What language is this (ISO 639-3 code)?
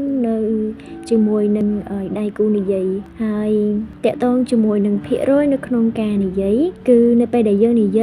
khm